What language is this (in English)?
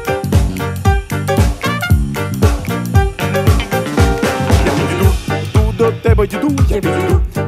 Ukrainian